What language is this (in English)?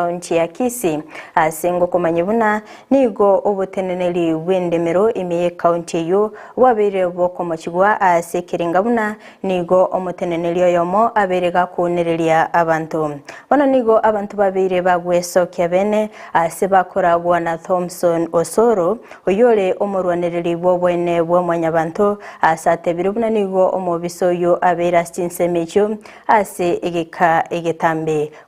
Gusii